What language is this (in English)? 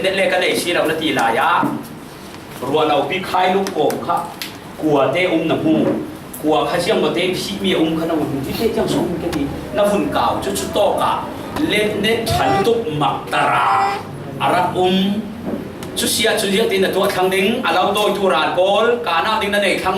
Falam Chin